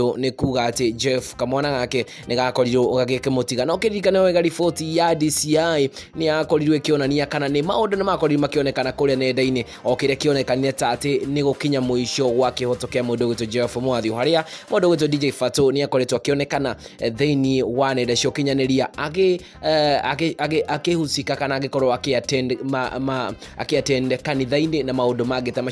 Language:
Kikuyu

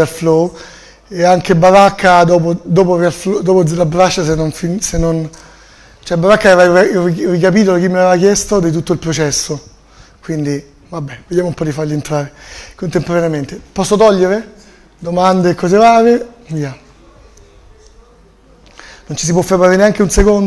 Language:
Italian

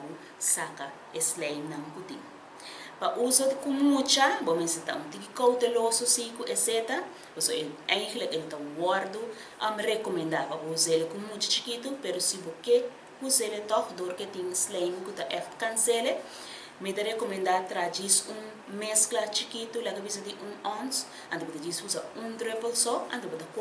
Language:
Papiamento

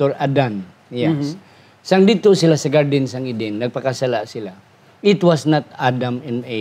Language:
Hiligaynon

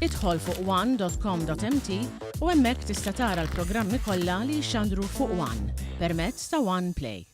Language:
Maltese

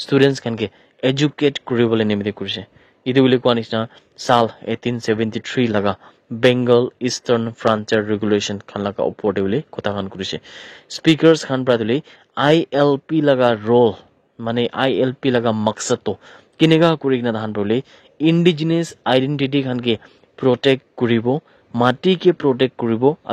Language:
Naga Pidgin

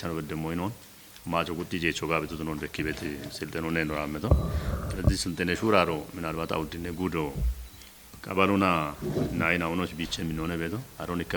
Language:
Kafa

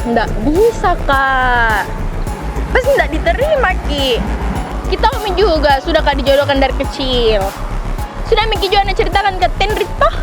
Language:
Makassar Malay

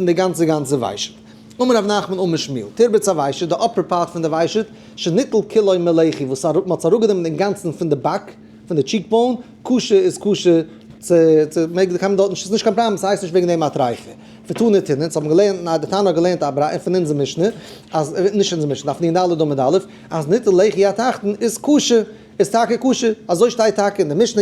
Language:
Yiddish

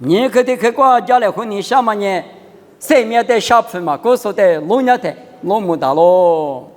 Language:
Lisu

